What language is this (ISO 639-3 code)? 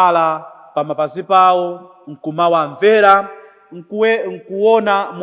nya